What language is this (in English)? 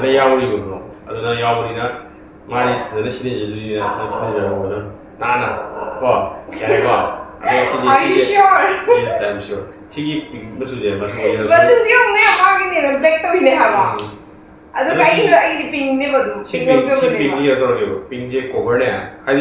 Manipuri